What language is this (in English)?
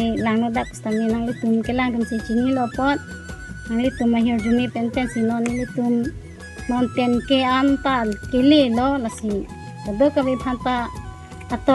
Karbi